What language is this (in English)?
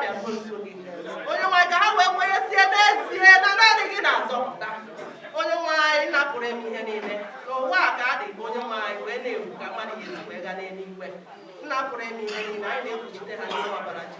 Igbo